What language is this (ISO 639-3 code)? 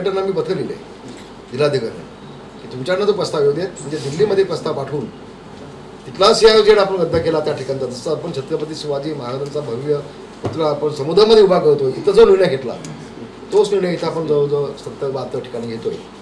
mar